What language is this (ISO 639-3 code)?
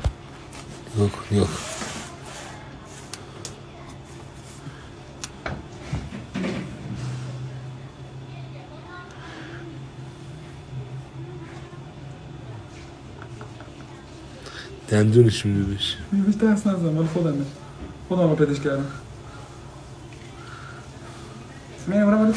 fas